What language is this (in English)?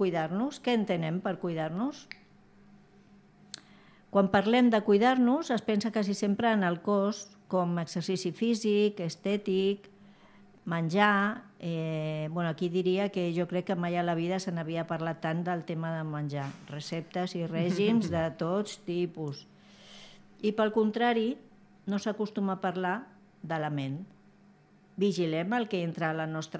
Catalan